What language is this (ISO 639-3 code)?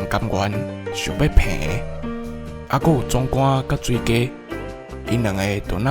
nan